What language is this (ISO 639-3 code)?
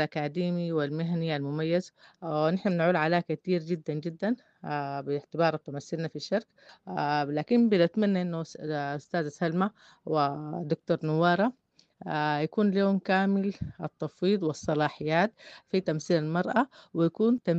apd